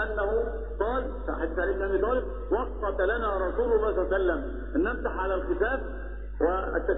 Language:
Arabic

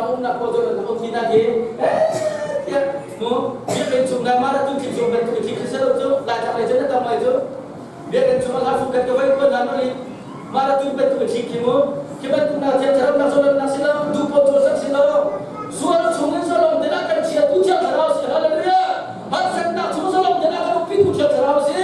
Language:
Hakha Chin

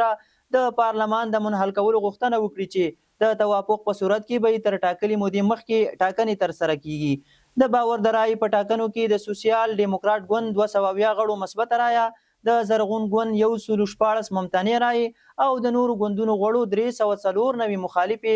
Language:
Pashto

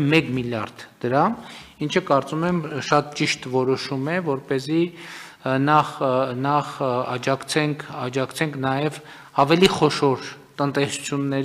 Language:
Armenian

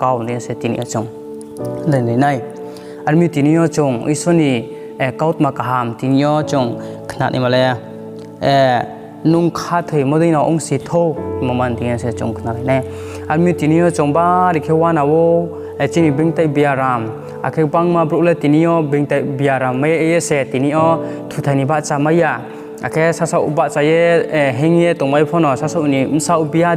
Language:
Riang (India)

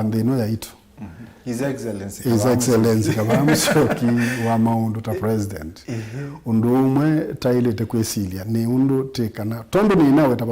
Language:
Kamba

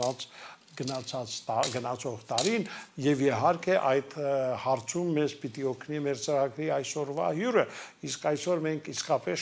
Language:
Armenian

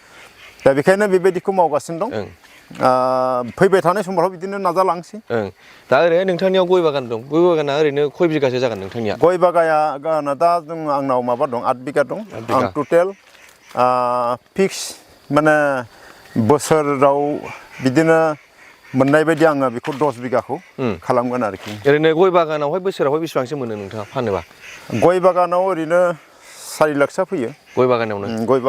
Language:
Bodo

